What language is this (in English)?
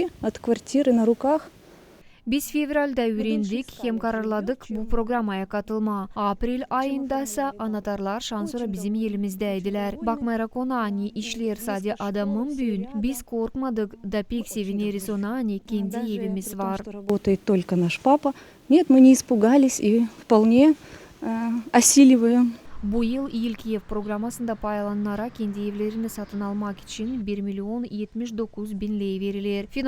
Gagauz